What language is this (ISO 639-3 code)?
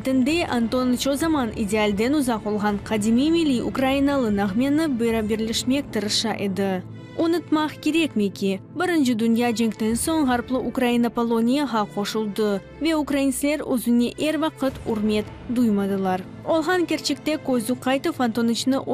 crh